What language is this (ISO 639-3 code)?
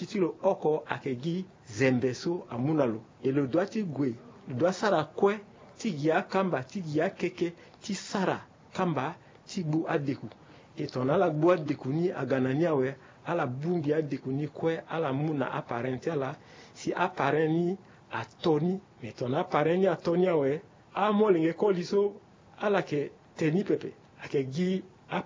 sag